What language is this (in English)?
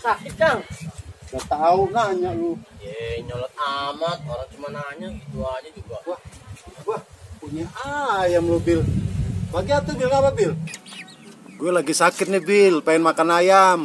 Betawi